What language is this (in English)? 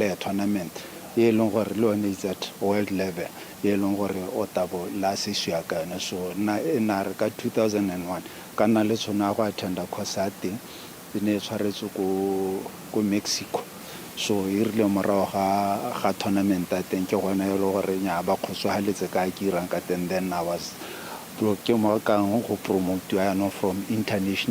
Tswana